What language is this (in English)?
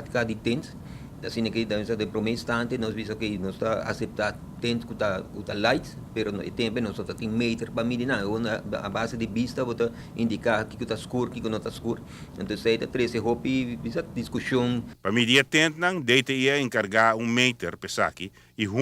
Papiamento